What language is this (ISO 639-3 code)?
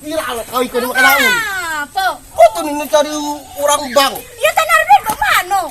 mui